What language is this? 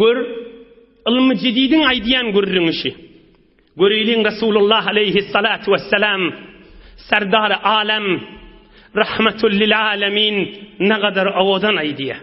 Turkmen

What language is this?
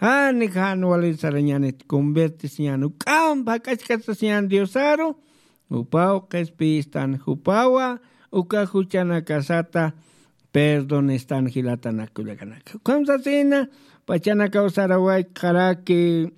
Aymara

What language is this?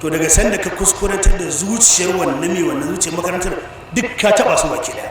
Hausa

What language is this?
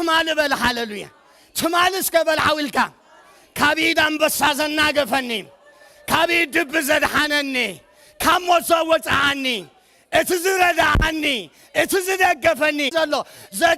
Tigrinya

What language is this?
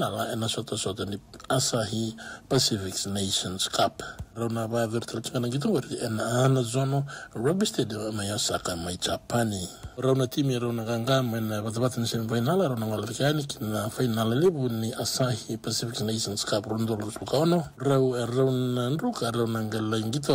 Fijian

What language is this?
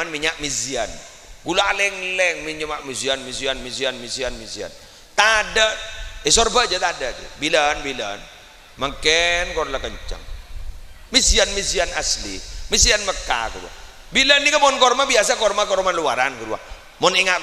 Madurese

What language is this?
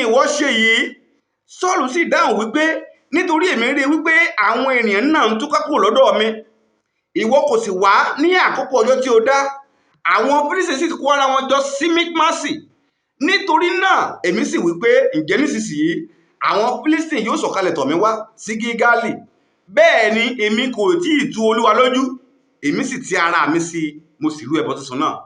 Yoruba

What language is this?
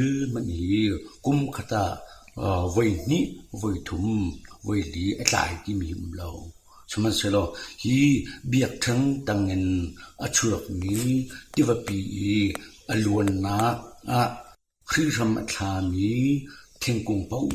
Hakha Chin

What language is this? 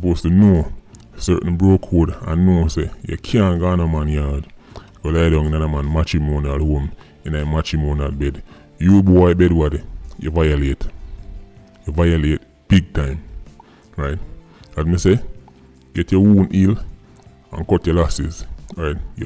Jamaican Creole English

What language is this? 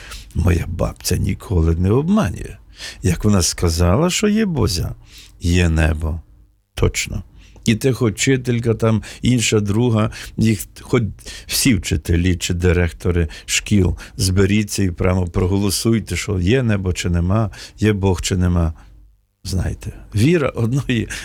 Ukrainian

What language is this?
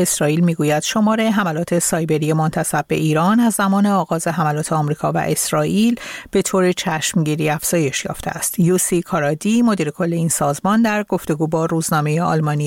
Persian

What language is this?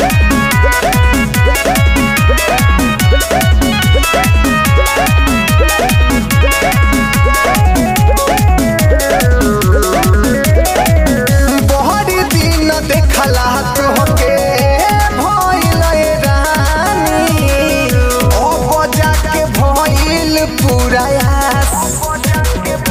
Bhojpuri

